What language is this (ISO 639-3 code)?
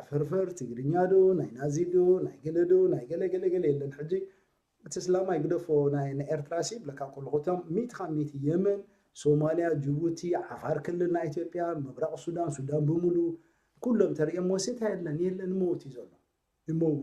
tir